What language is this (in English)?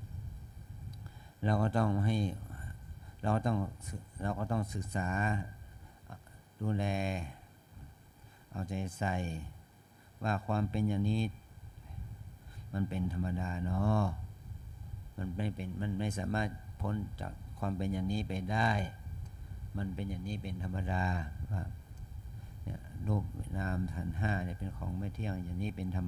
Thai